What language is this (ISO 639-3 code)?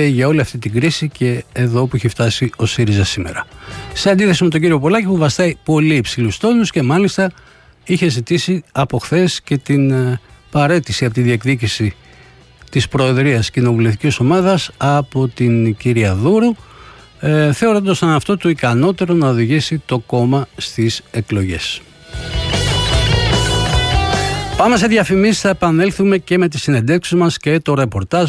ell